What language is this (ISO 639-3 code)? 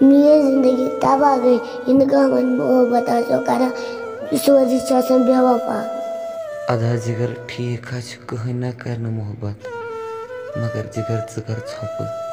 kas